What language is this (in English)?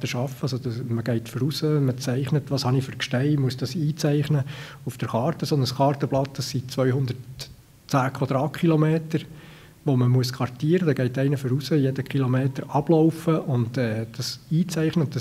Swiss German